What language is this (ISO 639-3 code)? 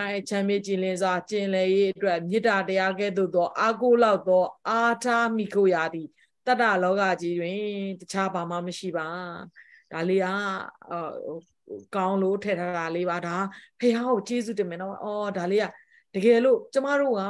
mya